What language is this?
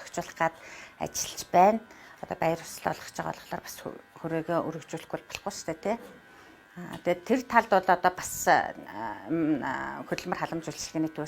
Mongolian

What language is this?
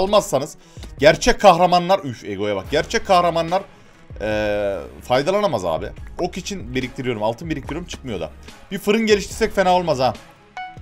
Turkish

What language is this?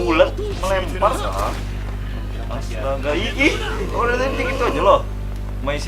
Banjar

